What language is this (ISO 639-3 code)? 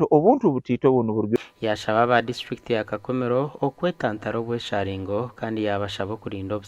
nyn